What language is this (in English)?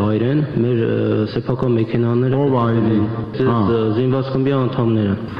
Armenian